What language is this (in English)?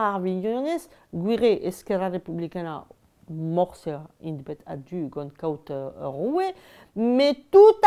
Breton